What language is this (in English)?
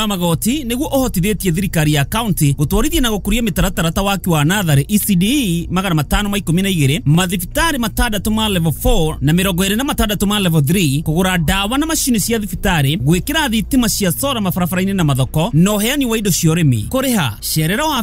Kikuyu